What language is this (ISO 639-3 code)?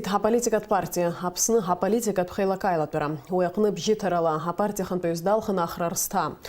abk